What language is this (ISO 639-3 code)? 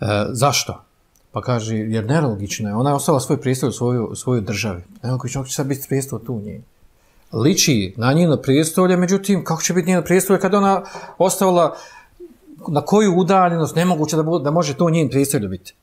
bos